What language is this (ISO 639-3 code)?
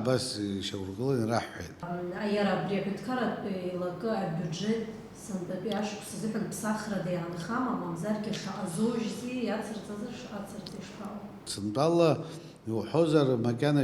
abk